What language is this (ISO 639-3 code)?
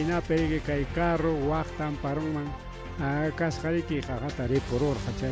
quy